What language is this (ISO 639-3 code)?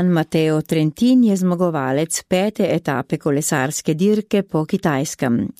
slv